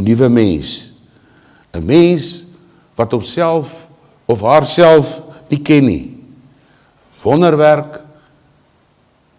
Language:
Afrikaans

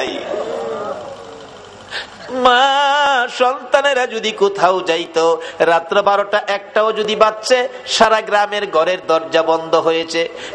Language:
Bangla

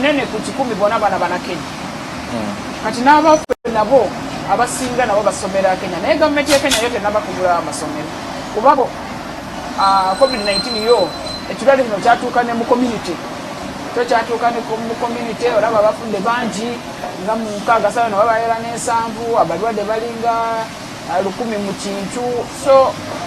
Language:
Ganda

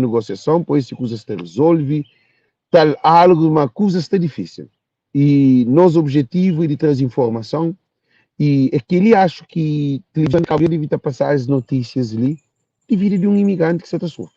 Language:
Kabuverdianu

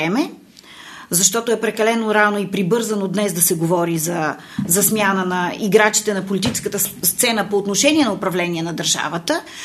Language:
Bulgarian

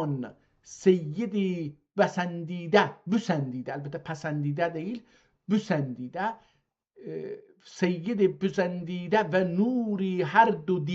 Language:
South Azerbaijani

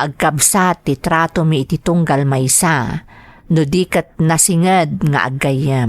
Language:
Iloko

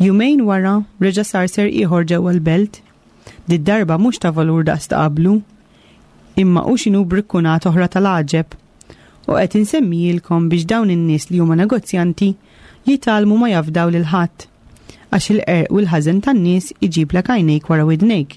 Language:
Maltese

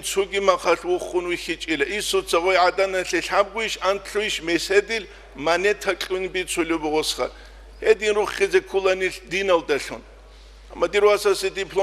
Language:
Avaric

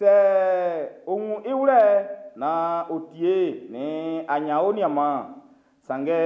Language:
Baoulé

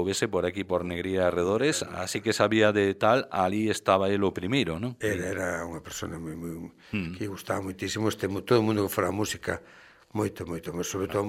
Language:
Galician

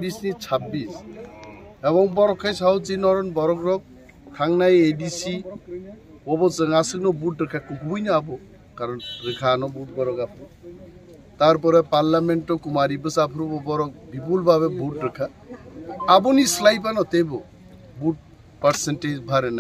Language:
Kok Borok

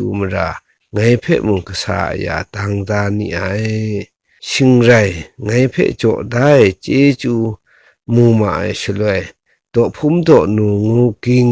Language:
Kachin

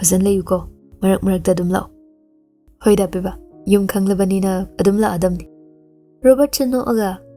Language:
Manipuri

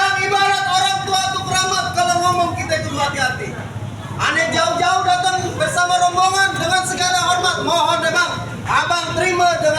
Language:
Betawi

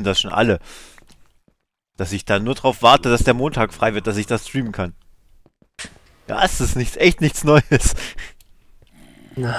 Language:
German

